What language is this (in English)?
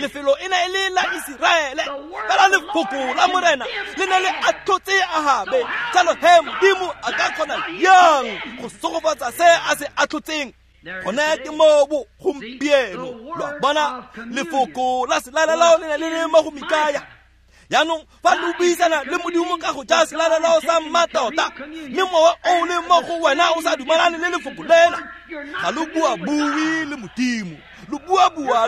Tswana